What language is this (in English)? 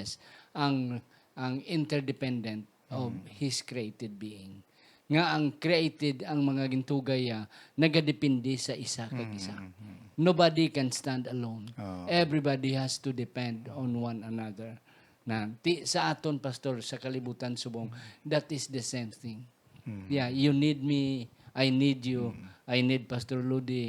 Hiligaynon